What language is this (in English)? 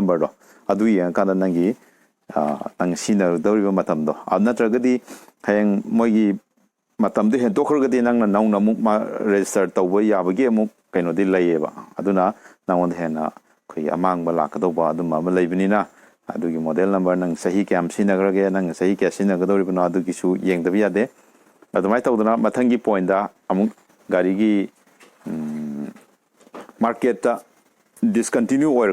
Manipuri